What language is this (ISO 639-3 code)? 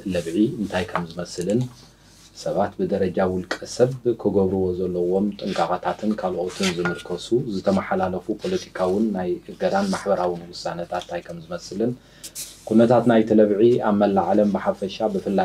tir